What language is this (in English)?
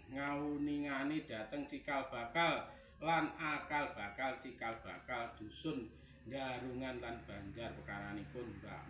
Javanese